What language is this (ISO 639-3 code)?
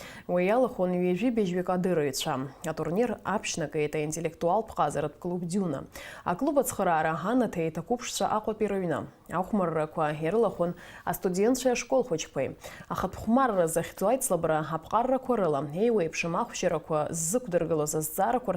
abk